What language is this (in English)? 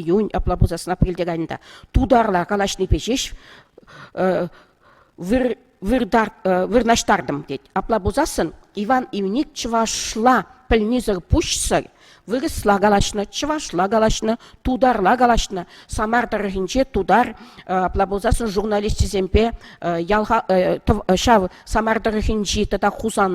Chuvash